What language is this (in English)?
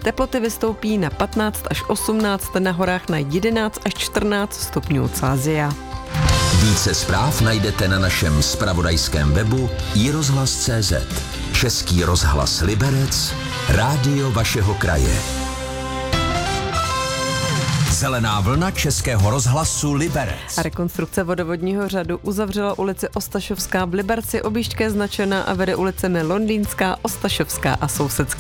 Czech